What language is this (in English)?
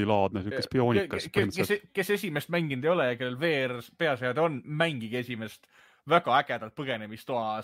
Estonian